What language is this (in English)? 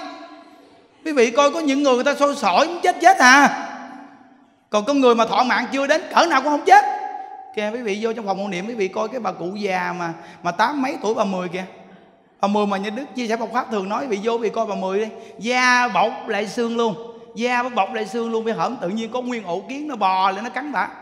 Vietnamese